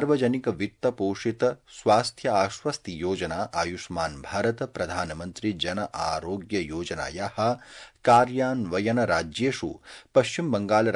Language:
Sanskrit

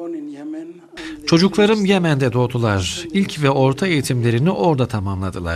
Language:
Turkish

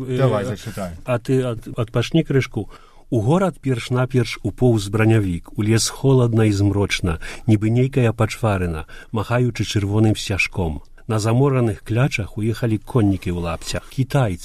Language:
Belarusian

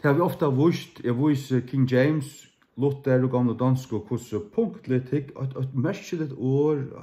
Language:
Faroese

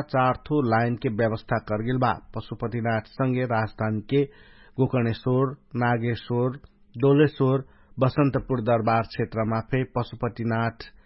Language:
Dangaura Tharu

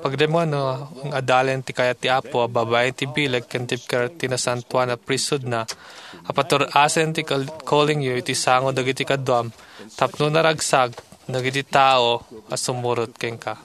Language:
Iloko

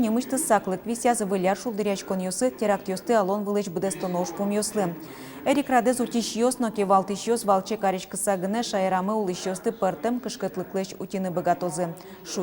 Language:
Udmurt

